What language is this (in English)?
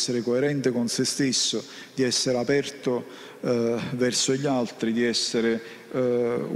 Italian